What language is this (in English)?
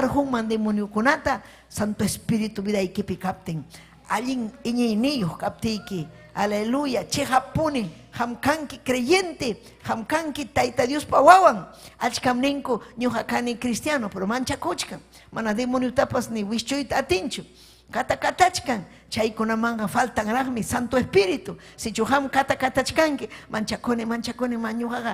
Ayacucho Quechua